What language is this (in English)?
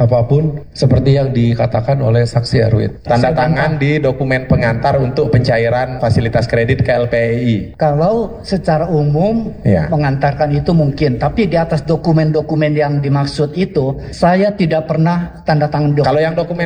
Indonesian